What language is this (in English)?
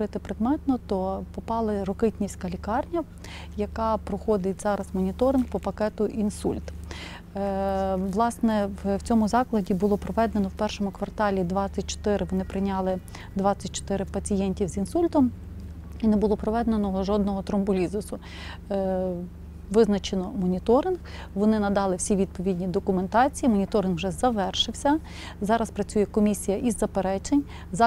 Ukrainian